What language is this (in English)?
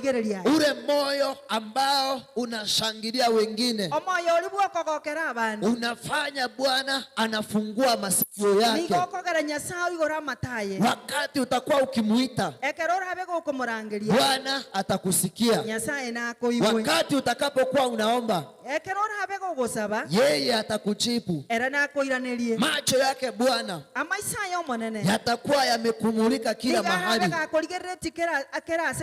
Gusii